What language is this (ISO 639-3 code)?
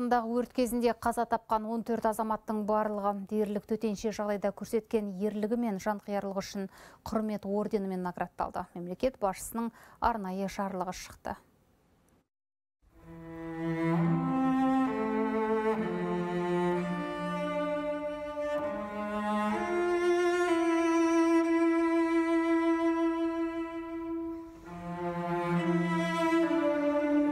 kaz